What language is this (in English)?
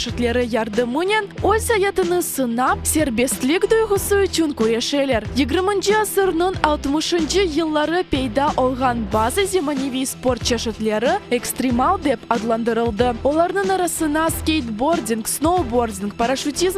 Crimean Tatar